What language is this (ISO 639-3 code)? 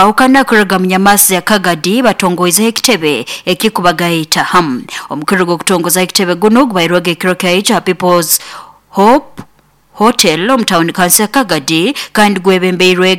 nyo